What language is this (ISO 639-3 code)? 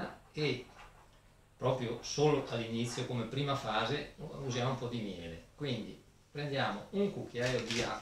ita